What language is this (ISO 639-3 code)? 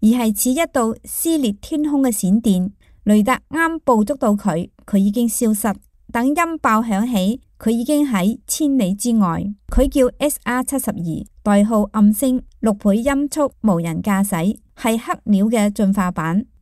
yue